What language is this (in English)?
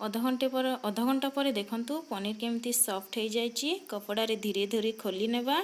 Odia